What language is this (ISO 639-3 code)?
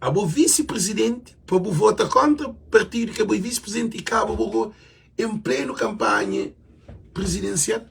kea